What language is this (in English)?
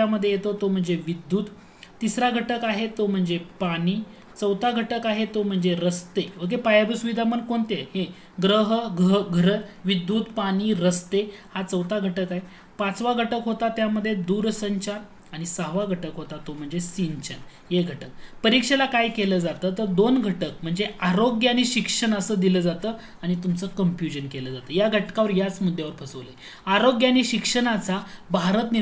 Marathi